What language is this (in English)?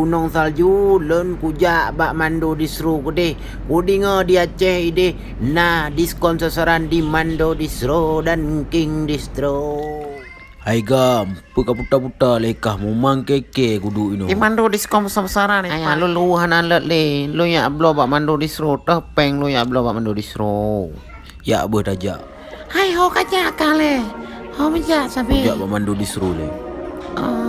Achinese